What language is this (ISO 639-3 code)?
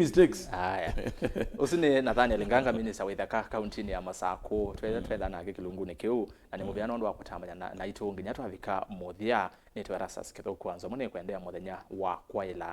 kam